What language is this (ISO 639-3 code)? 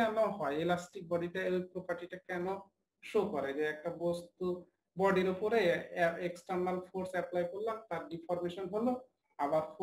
ben